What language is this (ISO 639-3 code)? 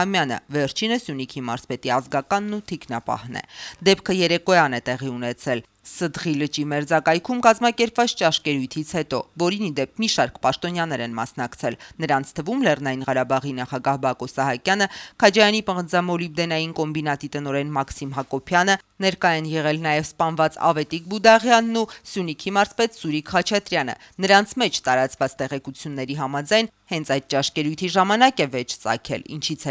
hye